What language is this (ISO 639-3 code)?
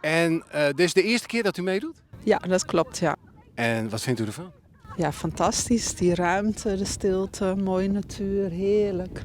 fry